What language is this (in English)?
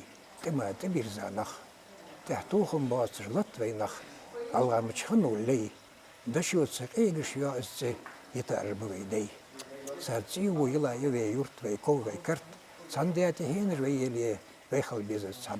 Ingush